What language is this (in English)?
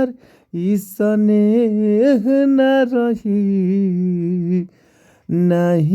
Bhojpuri